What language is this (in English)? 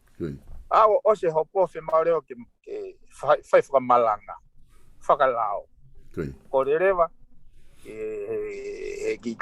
Tongan